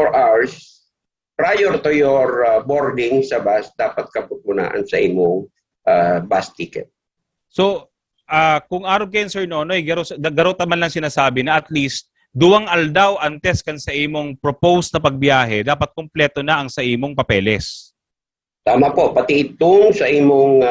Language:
Bikol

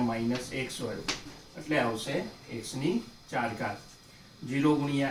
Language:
Gujarati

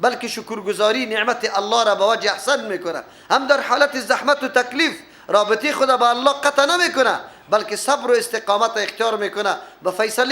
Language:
Persian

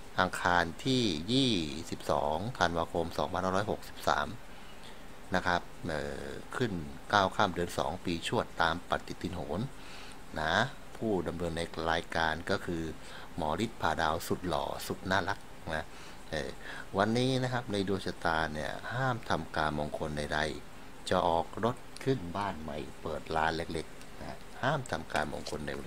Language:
Thai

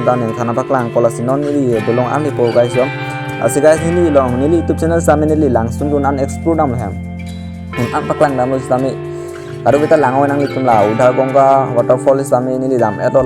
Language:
Karbi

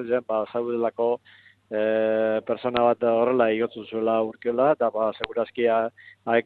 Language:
Basque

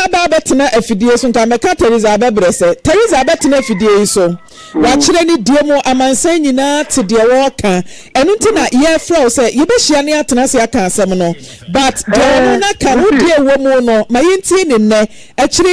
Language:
Akan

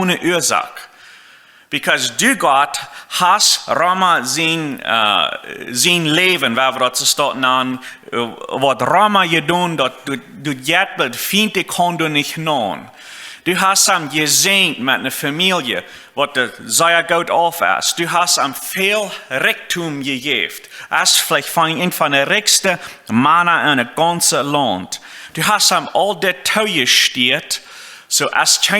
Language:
Plautdietsch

